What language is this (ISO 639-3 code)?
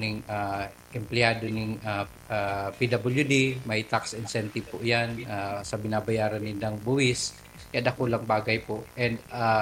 bik